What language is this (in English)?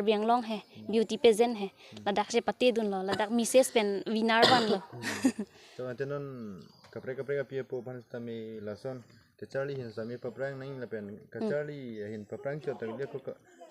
Karbi